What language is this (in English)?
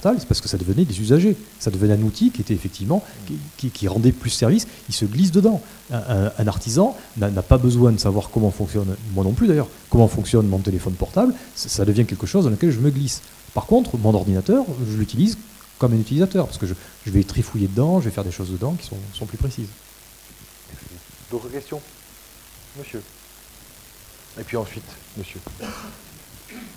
French